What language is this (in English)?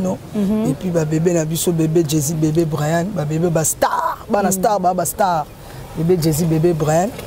Lingala